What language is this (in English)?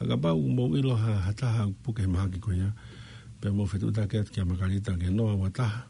Tongan